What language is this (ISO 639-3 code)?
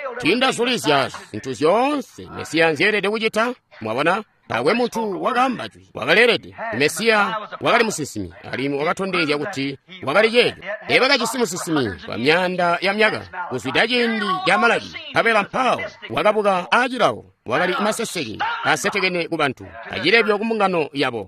toi